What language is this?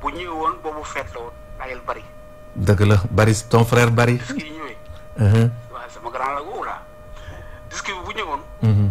Wolof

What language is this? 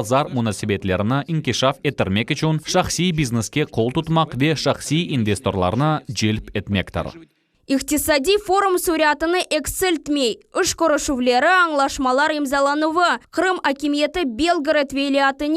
Crimean Tatar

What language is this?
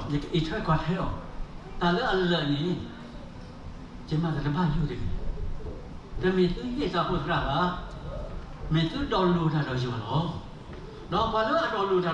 S'gaw Karen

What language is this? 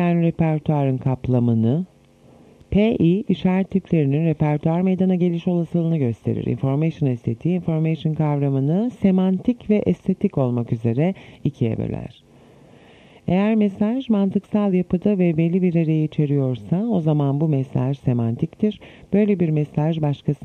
Turkish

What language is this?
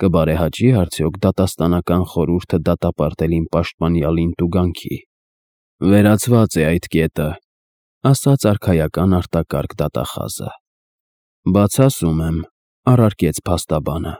Armenian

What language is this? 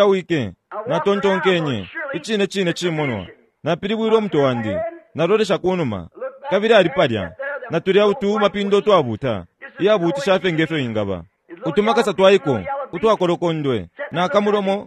Bemba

